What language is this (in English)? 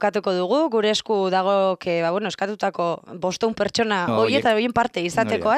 Basque